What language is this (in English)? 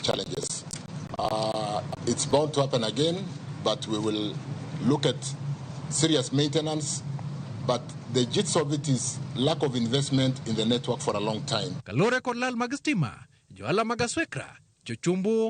Luo (Kenya and Tanzania)